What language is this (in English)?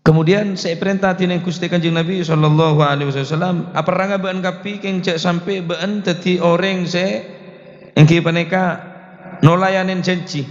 Madurese